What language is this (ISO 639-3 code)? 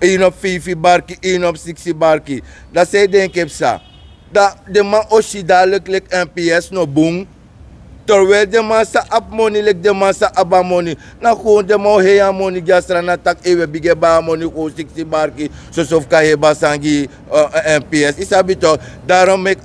srn